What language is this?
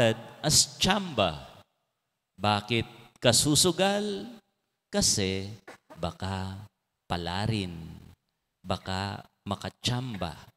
Pampanga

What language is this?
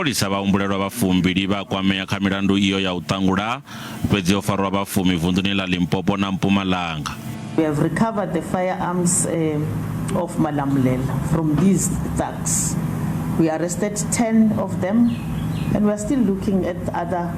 Venda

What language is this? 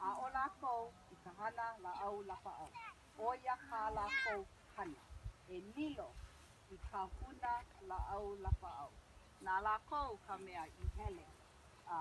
Hawaiian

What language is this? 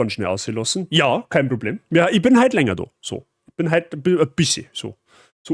Bavarian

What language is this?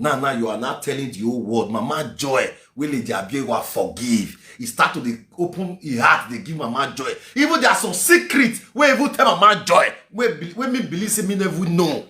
Nigerian Pidgin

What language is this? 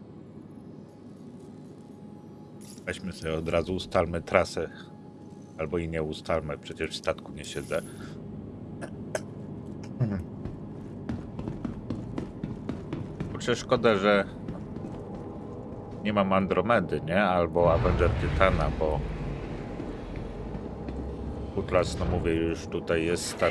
Polish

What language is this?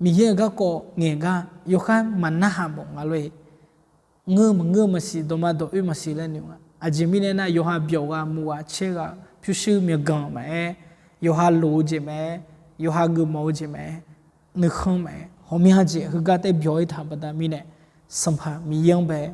Akha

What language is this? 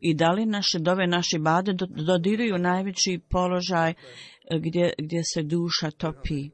Bosnian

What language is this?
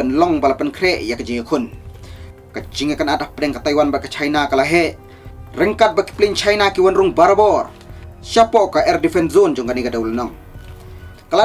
Khasi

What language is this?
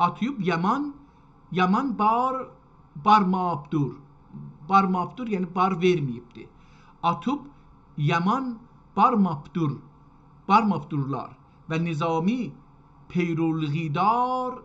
South Azerbaijani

